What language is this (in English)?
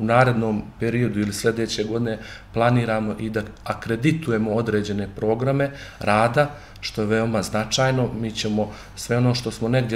Bosnian